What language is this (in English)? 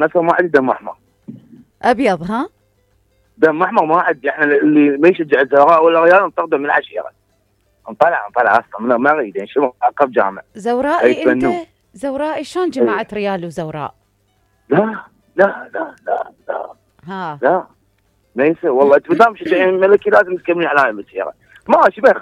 Mesopotamian Arabic